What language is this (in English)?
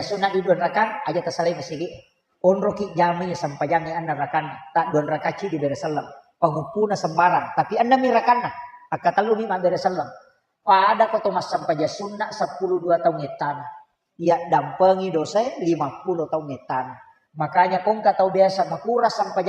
Buginese